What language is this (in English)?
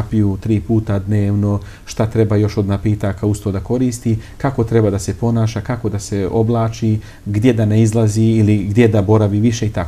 Bosnian